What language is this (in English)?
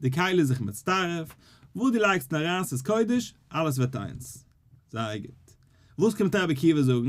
Yiddish